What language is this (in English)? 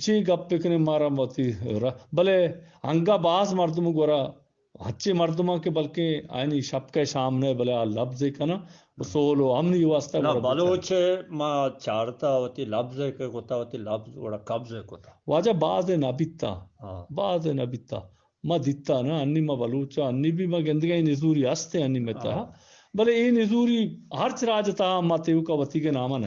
Eastern Balochi